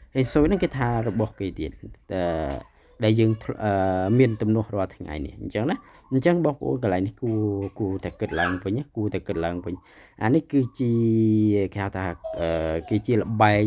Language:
Khmer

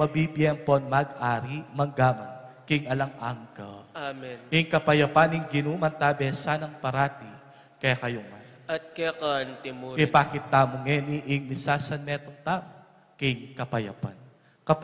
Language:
Pampanga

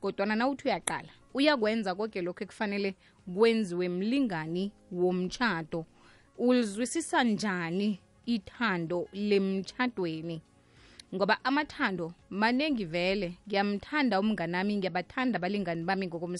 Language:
South Ndebele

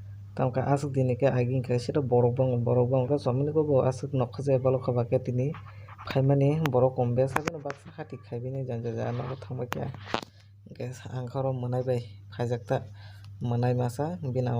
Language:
Kok Borok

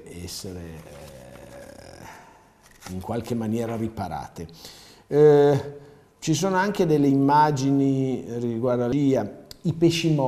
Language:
Italian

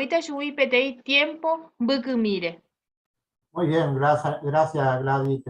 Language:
Guarani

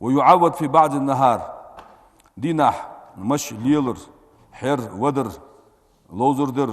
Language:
Ingush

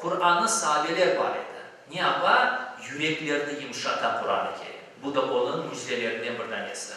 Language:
Crimean Tatar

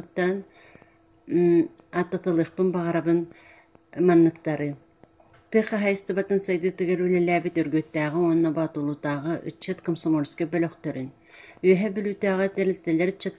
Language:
Yakut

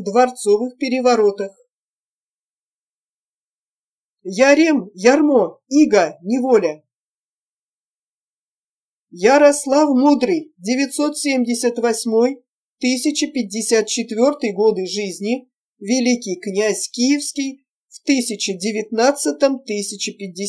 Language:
Russian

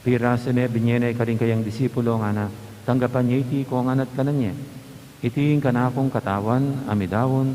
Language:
Pampanga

